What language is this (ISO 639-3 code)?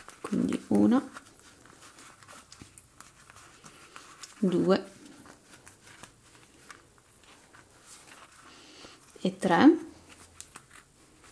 ita